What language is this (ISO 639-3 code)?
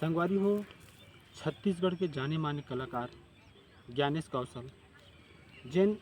hne